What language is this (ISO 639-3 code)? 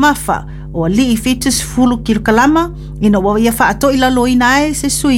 smo